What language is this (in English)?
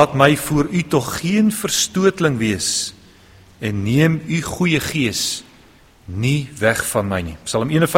Afrikaans